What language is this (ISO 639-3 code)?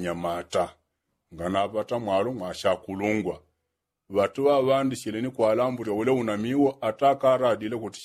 yao